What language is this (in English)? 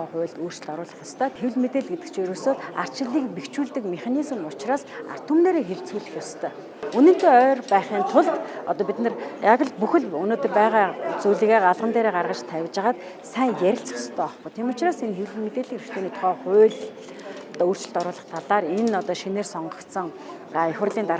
Mongolian